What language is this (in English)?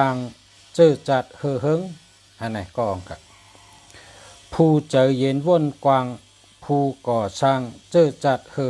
Shan